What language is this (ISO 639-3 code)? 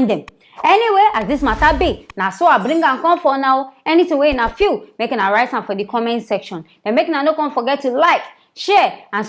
pcm